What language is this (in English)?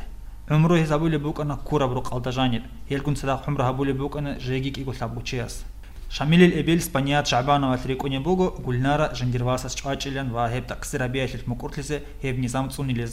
Avaric